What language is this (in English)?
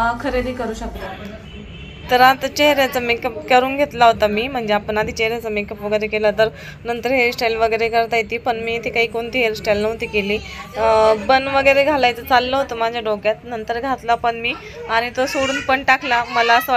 Marathi